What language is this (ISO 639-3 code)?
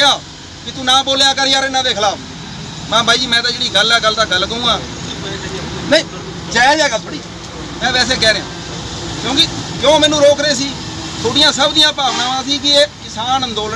pan